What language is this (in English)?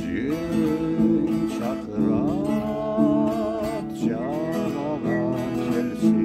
Karachay-Balkar